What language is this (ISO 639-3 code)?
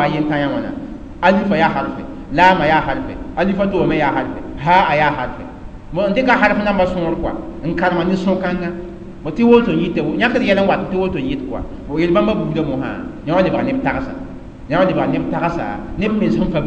mos